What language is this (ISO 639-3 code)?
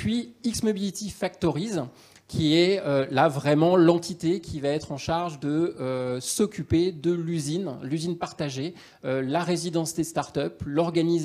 fra